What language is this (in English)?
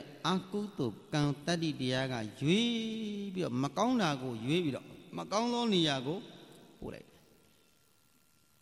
Burmese